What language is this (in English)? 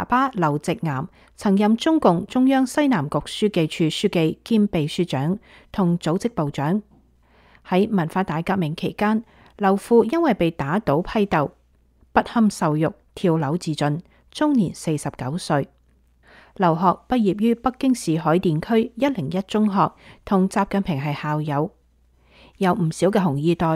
Cantonese